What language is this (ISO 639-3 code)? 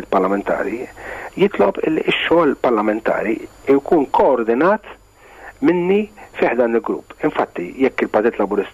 mlt